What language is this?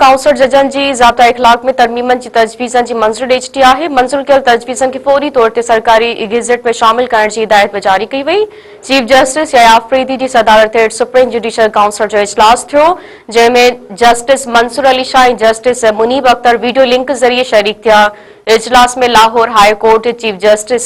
Sindhi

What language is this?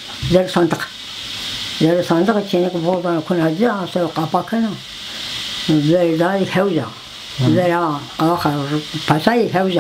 Zaza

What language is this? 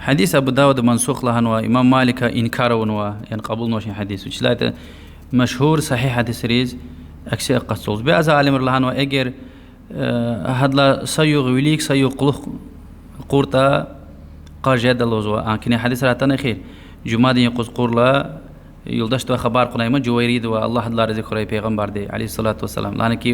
Lezghian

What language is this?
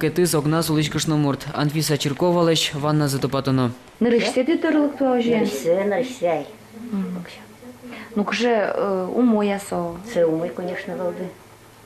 Udmurt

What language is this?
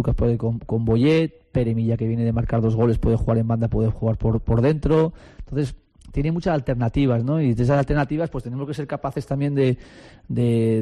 Spanish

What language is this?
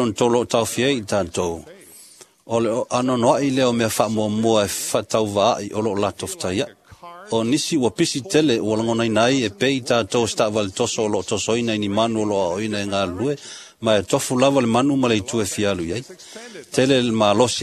Samoan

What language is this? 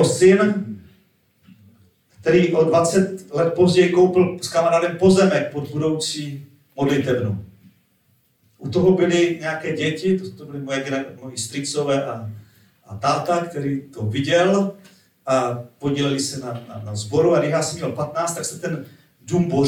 Czech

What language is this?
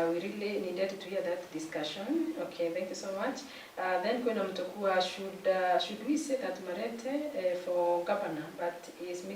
Meru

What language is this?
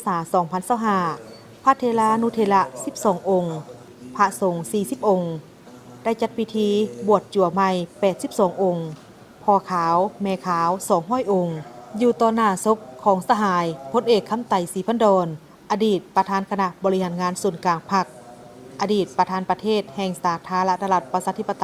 Lao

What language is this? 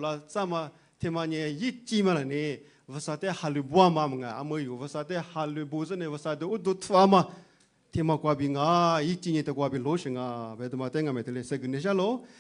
Lisu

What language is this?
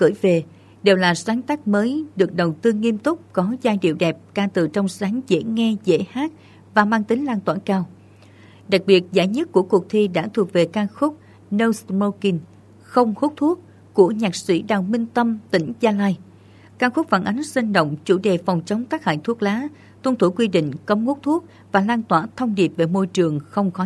Vietnamese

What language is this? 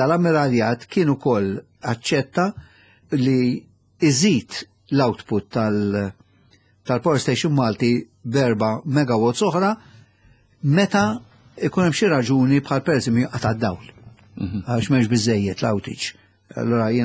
Maltese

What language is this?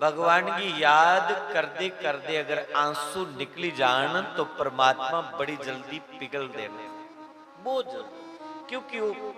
Dogri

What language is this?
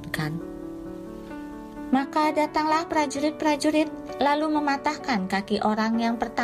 Indonesian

